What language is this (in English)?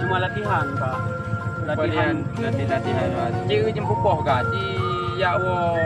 Achinese